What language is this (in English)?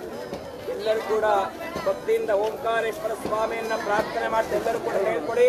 Kannada